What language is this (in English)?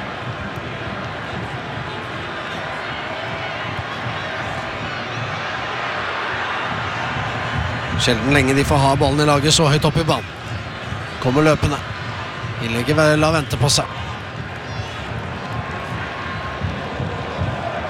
Norwegian